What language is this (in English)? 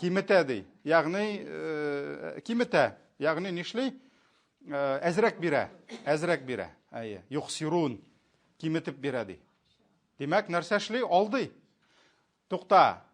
Tatar